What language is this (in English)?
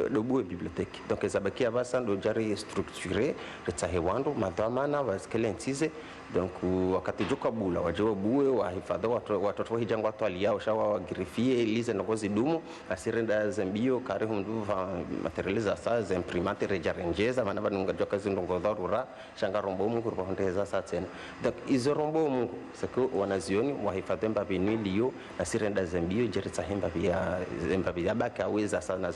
Ngazidja Comorian